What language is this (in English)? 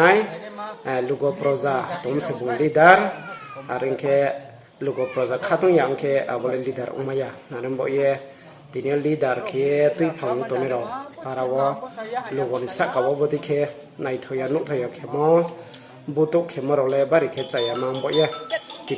Riang (India)